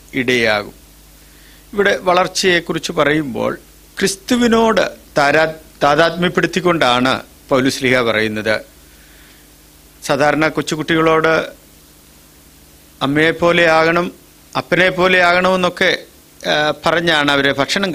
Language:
Malayalam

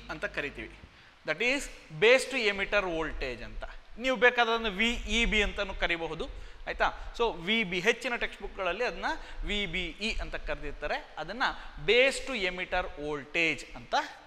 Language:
Kannada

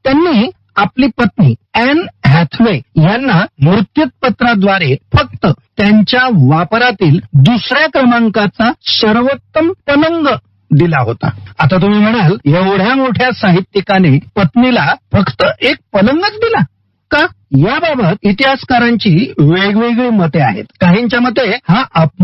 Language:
Marathi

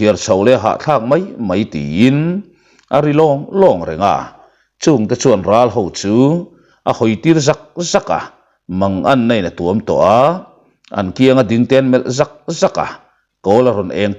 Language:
Mizo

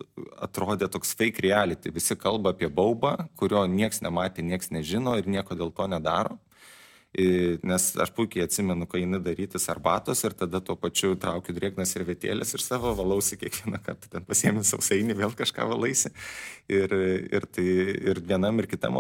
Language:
Lithuanian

